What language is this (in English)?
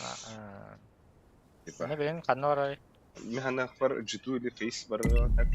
Yakut